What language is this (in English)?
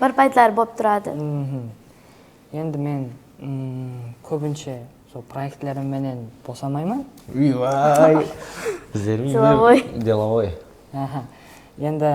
Kara-Kalpak